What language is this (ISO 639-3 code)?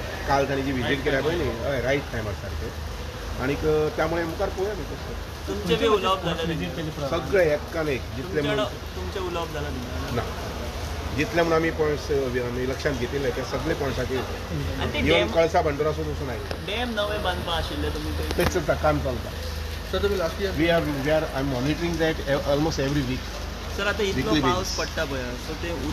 kok